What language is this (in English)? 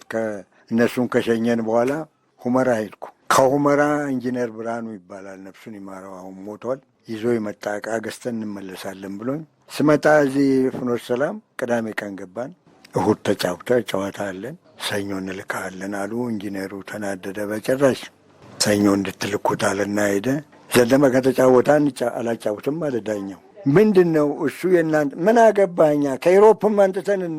Amharic